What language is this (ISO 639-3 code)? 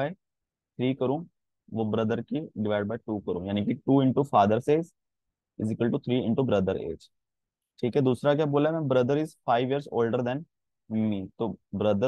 hin